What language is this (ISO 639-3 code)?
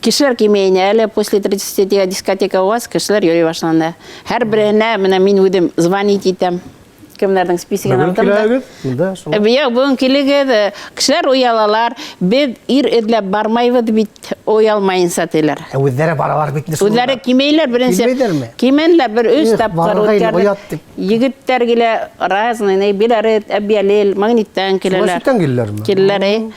bak